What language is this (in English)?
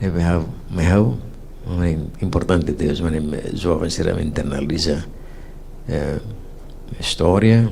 Tetum